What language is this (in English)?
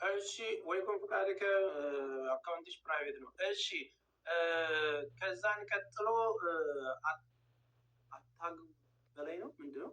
Amharic